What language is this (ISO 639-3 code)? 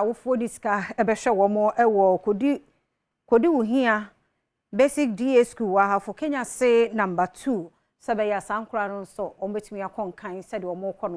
aka